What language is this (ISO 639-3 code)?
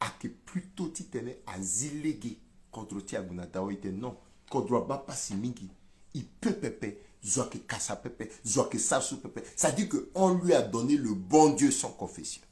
sag